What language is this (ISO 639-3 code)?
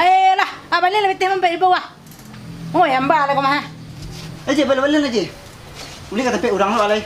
min